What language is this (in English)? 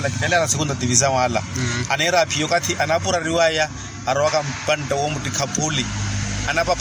Makhuwa